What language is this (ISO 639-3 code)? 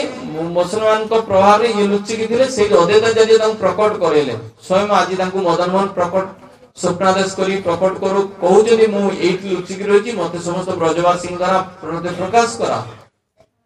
ori